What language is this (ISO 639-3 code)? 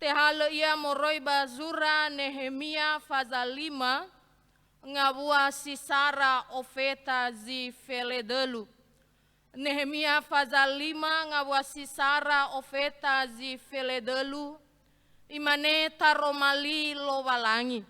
nia